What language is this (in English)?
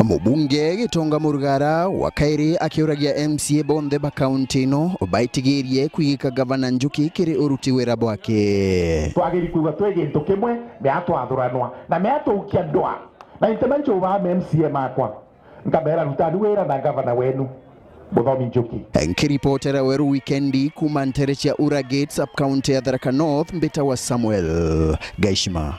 Meru